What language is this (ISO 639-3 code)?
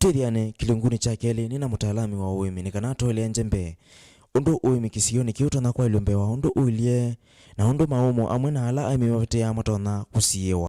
kam